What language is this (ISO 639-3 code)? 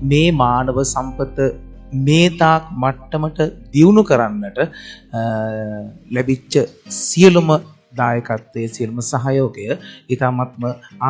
sin